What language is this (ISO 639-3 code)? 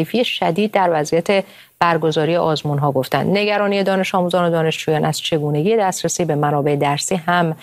fas